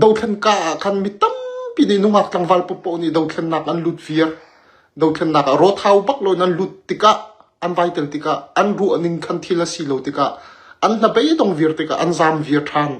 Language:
Hakha Chin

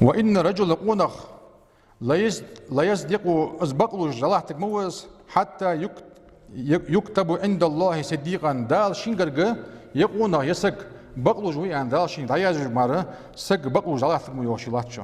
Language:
Ingush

